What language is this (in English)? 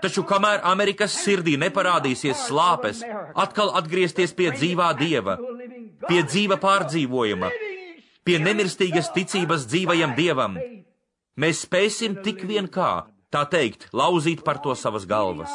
Latvian